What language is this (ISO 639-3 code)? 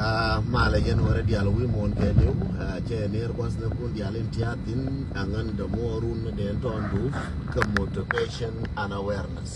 nus